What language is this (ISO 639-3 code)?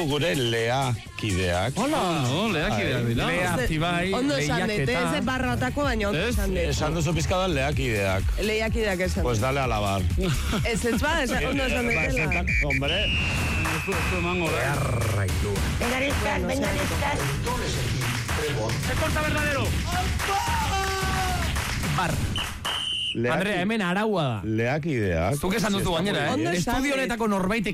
eus